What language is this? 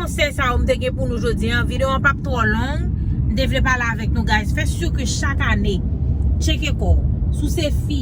Haitian Creole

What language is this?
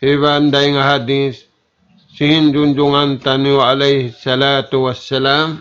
Tausug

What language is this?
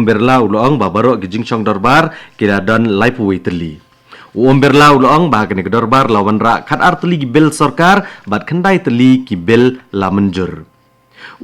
Khasi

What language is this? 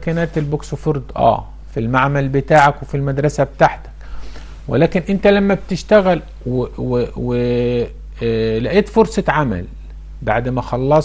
Egyptian Arabic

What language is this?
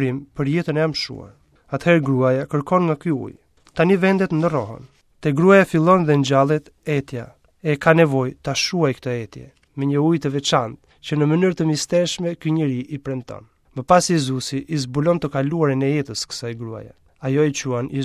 Albanian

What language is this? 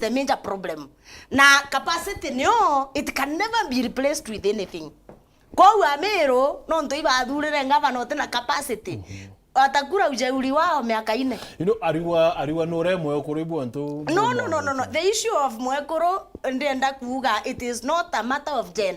Meru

